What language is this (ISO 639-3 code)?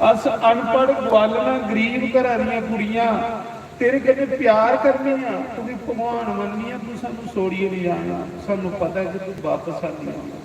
doi